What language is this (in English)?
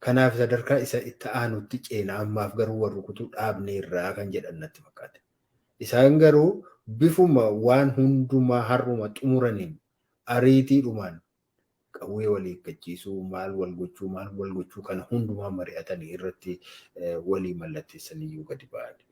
Oromo